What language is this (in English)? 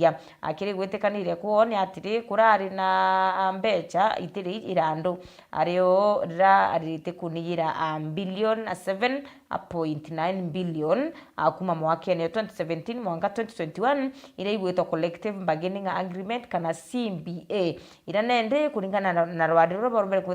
Meru